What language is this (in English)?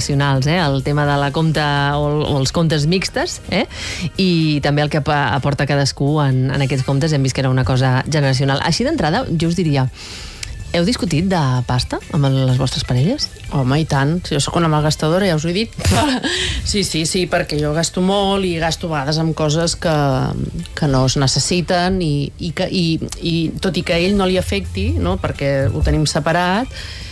Catalan